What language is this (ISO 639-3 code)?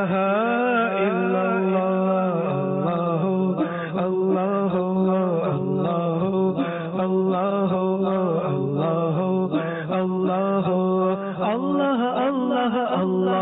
ben